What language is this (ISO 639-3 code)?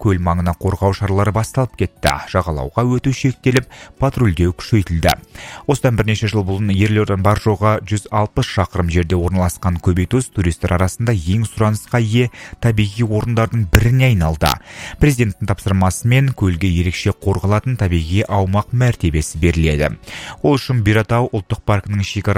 kaz